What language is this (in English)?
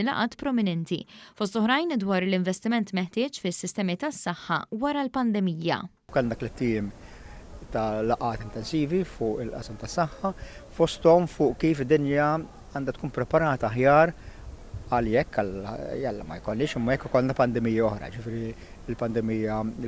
Maltese